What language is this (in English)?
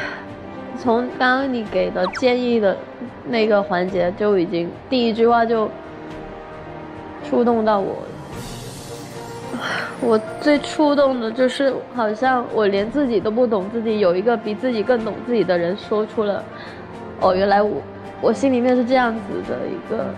Chinese